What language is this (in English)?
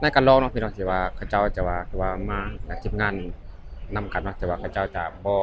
Lao